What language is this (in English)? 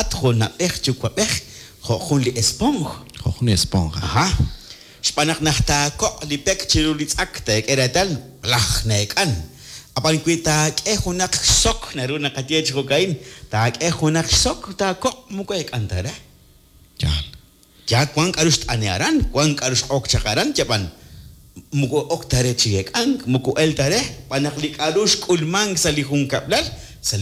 Kekchí